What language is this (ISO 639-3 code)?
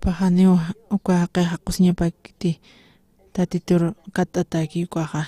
aym